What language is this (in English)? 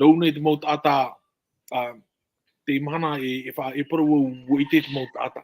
Tahitian